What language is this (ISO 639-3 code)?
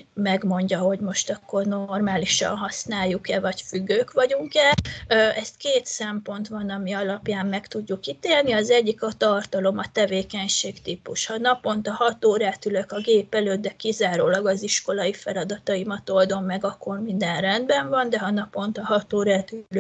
hun